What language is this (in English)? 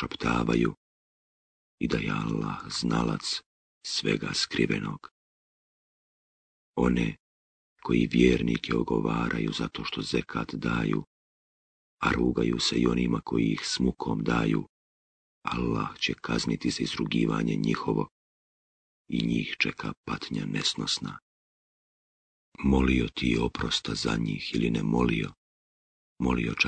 Bosnian